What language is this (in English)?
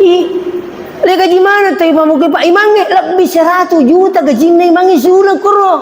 Buginese